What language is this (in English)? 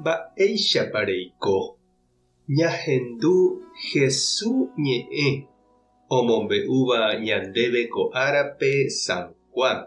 Guarani